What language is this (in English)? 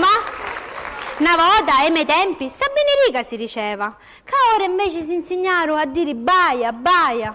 Sicilian